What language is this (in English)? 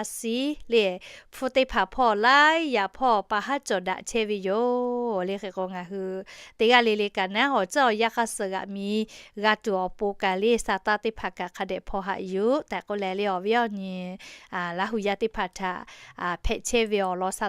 Lahu